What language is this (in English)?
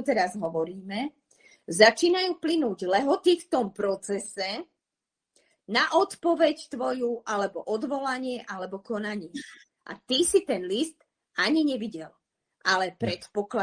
Slovak